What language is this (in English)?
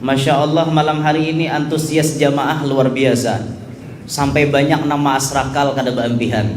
Banjar